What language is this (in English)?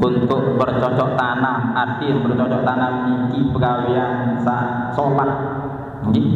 Sasak